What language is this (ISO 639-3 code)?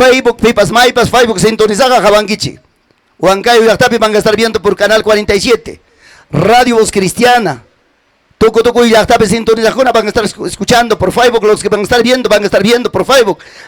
quy